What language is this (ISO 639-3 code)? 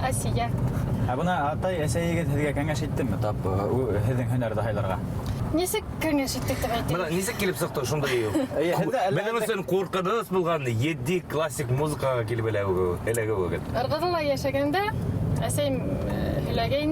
bak